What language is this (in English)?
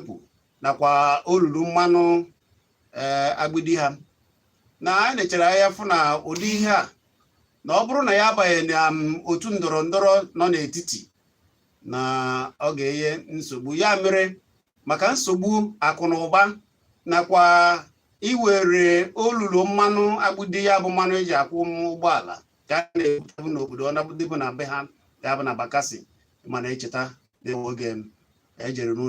Igbo